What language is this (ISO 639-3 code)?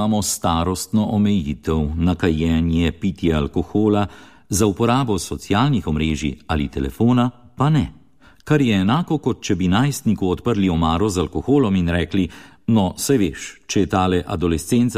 slv